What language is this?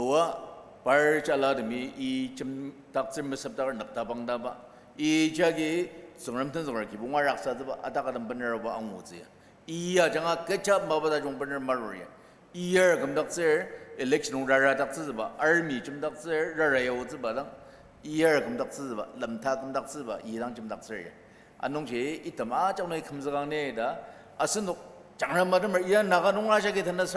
Ao Naga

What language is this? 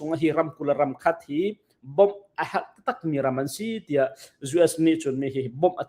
Hakha Chin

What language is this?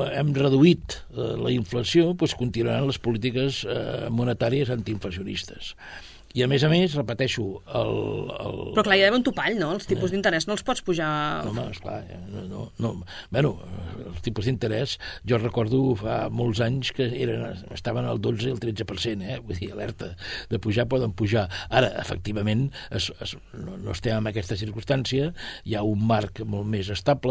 Catalan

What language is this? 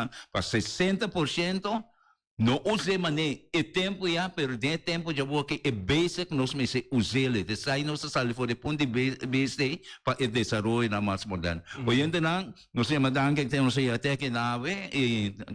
Papiamento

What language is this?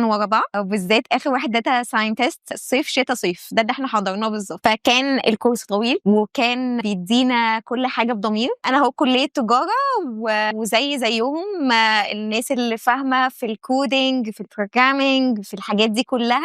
Egyptian Arabic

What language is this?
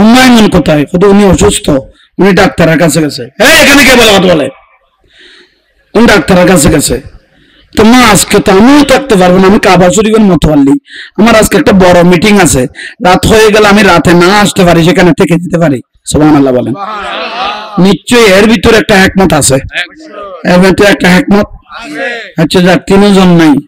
Bangla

